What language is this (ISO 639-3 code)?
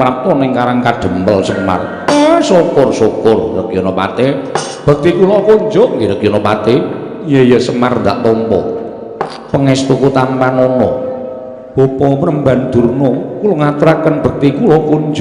jav